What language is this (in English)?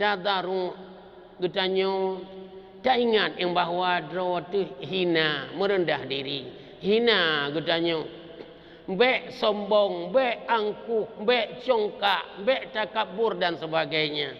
Achinese